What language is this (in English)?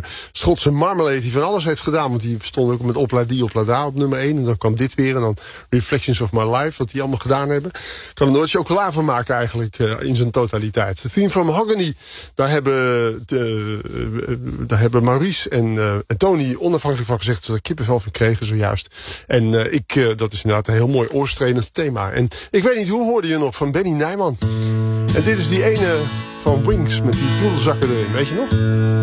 Dutch